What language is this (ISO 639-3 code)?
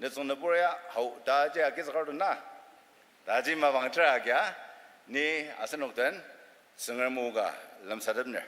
njo